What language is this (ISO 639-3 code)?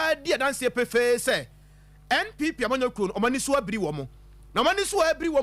aka